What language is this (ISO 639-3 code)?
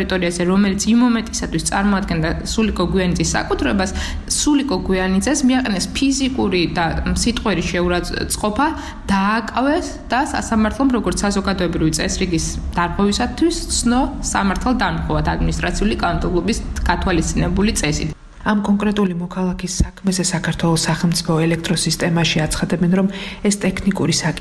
kat